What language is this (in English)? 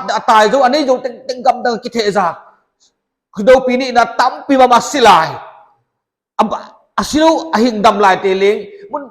Paite Chin